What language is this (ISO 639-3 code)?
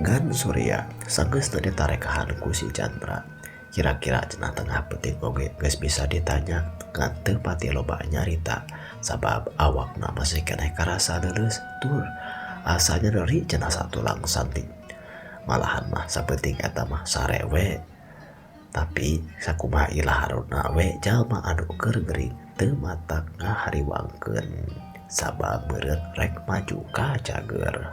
sun